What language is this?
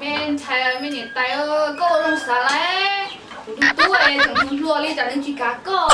Hmong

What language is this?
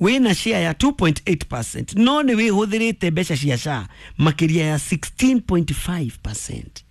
Kikuyu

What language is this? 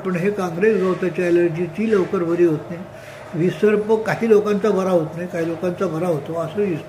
Marathi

